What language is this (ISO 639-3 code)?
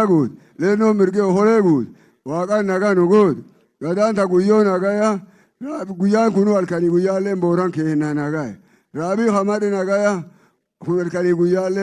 orm